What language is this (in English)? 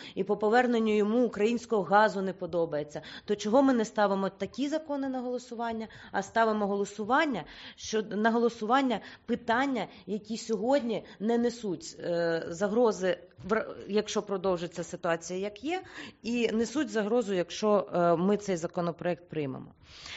Ukrainian